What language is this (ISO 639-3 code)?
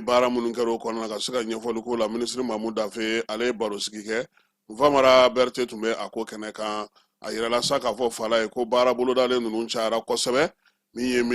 bam